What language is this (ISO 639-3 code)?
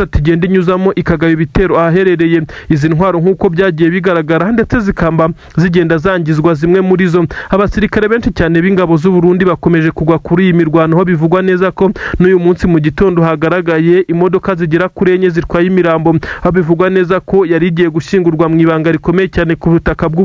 kin